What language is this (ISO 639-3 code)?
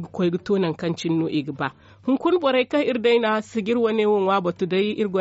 dje